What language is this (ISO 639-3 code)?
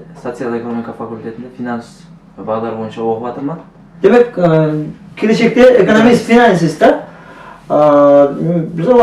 kaa